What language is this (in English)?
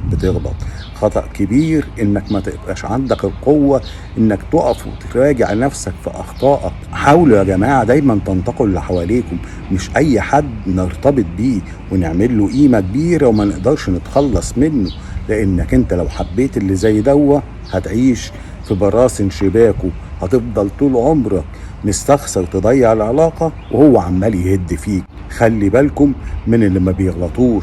Egyptian Arabic